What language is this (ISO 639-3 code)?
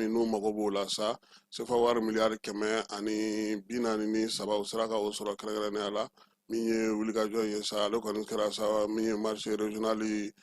bam